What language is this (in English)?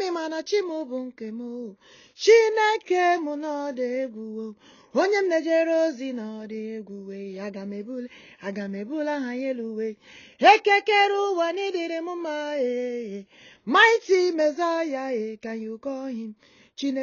Igbo